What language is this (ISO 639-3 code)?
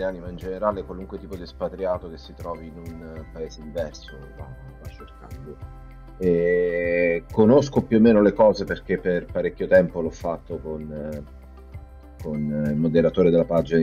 ita